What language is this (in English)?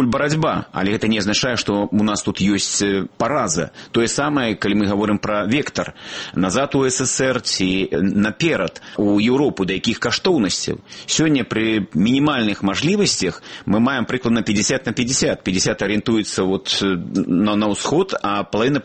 Belarusian